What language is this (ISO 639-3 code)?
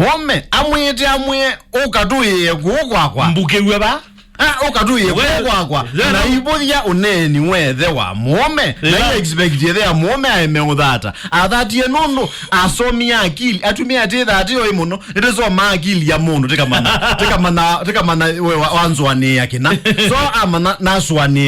kam